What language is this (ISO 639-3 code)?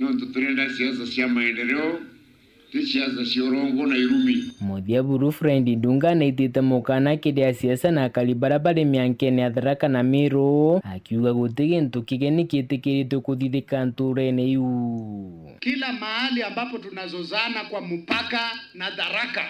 mer